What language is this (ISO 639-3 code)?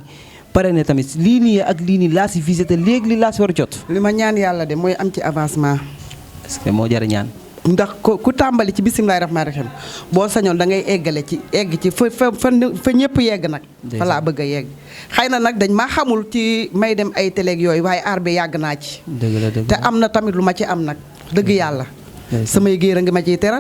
wol